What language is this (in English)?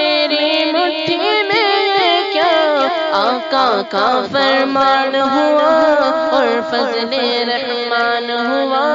Urdu